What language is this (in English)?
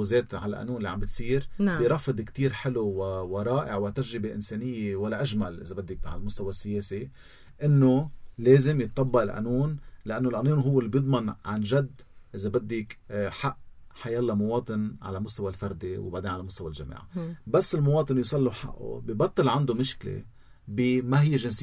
North Levantine Arabic